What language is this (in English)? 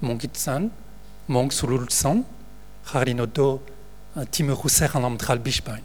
Breton